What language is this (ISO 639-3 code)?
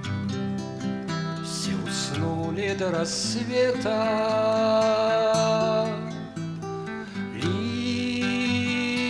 rus